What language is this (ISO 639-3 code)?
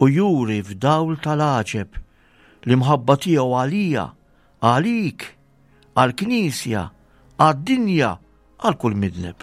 mlt